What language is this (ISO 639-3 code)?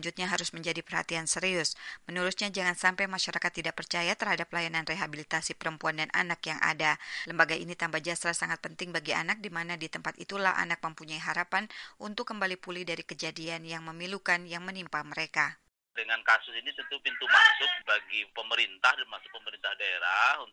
ind